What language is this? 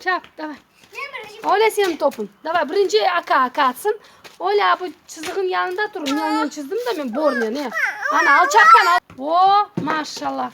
Crimean Tatar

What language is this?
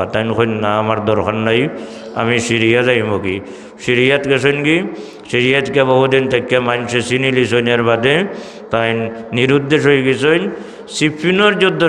Sylheti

